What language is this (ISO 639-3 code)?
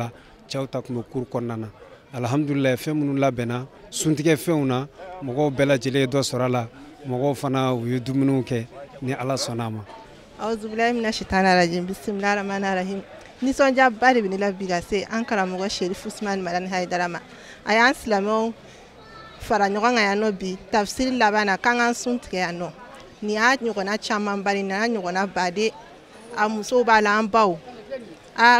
bam